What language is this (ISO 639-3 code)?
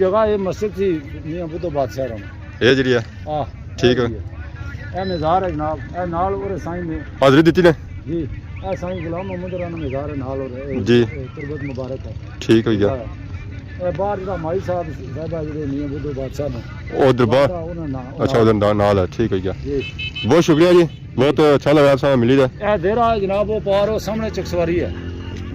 phr